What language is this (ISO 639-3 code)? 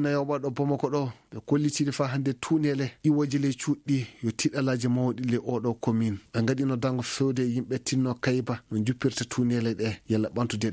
ful